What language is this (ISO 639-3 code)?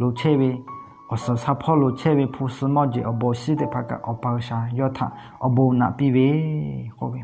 lhu